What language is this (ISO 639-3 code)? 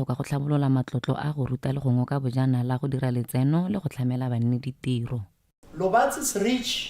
tsn